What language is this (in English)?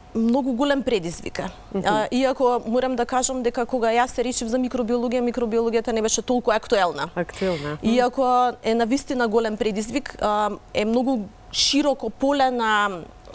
Macedonian